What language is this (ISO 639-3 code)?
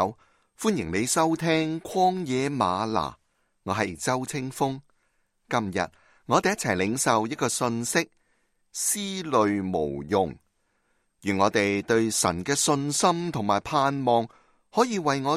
yue